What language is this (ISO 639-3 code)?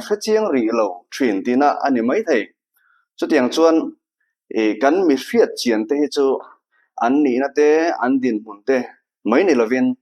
lus